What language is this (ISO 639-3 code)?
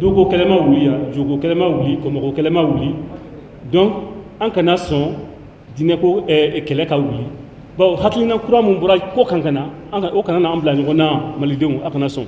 bam